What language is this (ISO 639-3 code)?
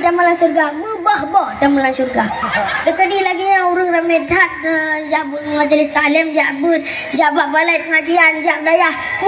ace